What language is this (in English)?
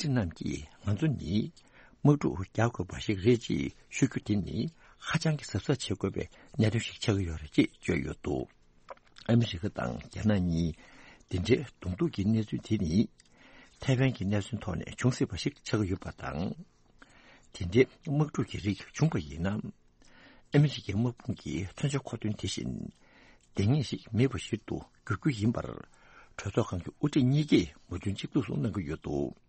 Tibetan